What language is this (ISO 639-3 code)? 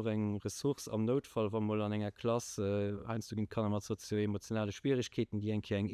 ltz